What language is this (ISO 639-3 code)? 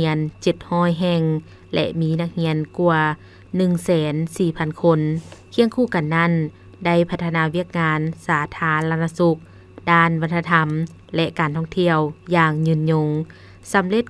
lao